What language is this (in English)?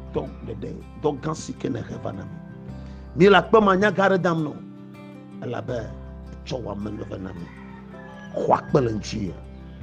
Ewe